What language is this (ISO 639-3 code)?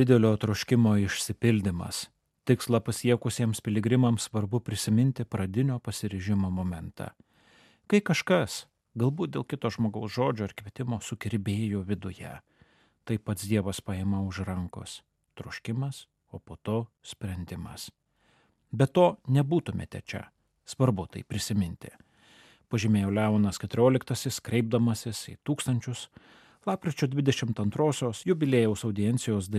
lit